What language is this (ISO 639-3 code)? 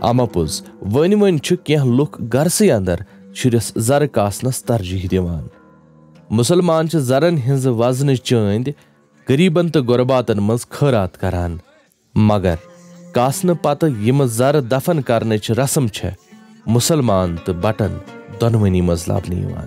kas